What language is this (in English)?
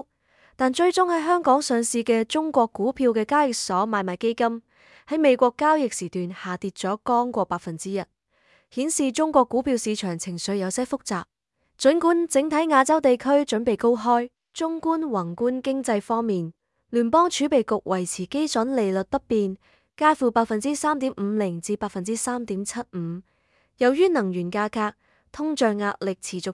Cantonese